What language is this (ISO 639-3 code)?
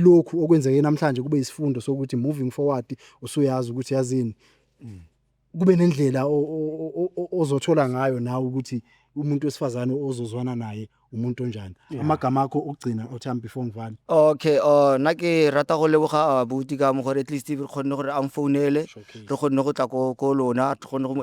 zul